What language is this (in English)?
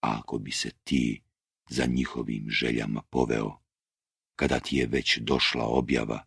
Serbian